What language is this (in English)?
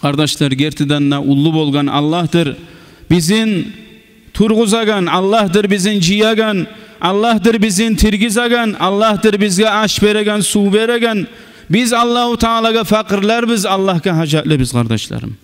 Kumyk